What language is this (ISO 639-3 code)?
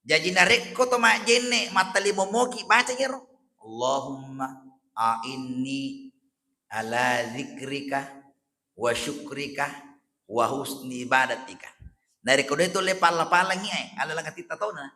bug